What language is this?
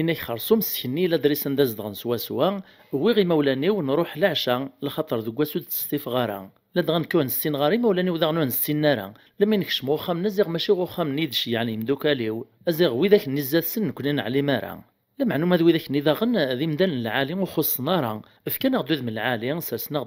Kabyle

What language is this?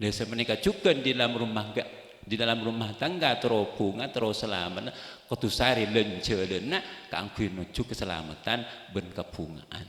Madurese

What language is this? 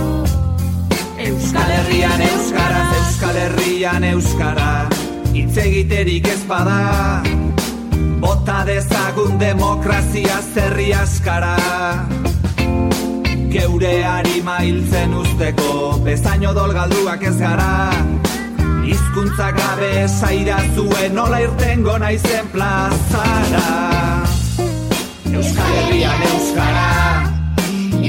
Basque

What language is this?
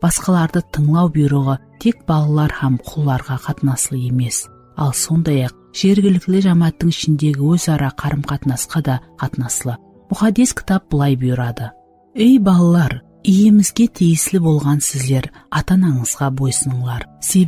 Kara-Kalpak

